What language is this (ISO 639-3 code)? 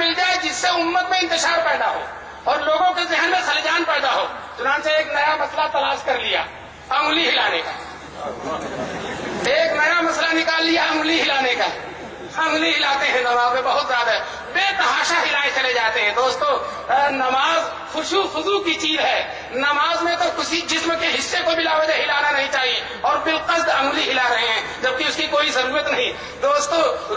urd